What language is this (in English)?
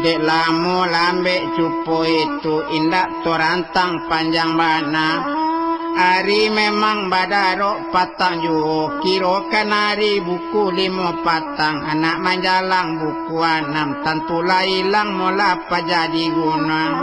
Minangkabau